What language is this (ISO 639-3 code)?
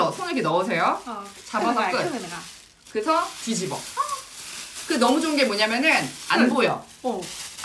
kor